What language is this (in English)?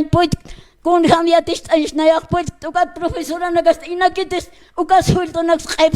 Aymara